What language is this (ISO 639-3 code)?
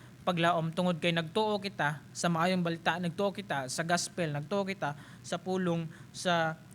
ceb